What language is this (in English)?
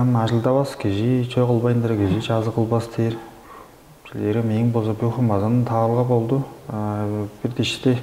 Tuvinian